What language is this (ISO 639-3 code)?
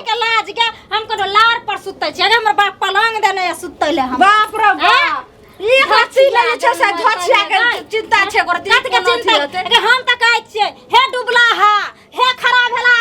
mai